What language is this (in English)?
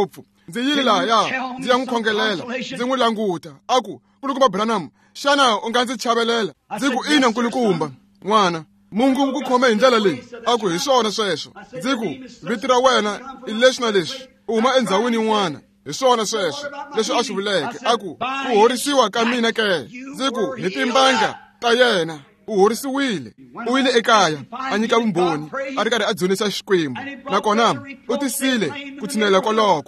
Tsonga